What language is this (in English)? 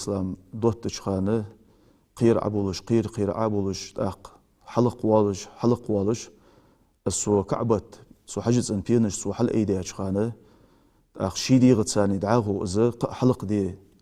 Ingush